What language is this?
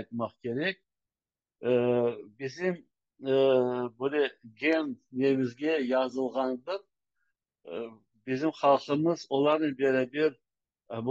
Crimean Tatar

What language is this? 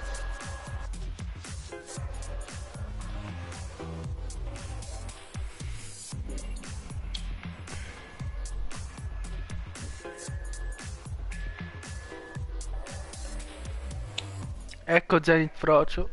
Italian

